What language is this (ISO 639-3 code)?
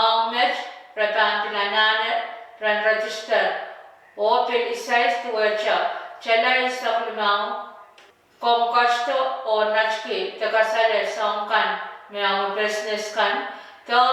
pon